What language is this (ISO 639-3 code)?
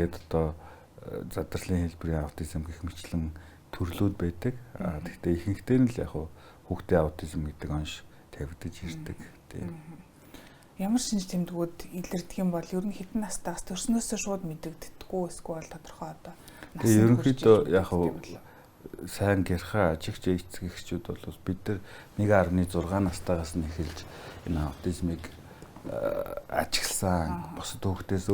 mon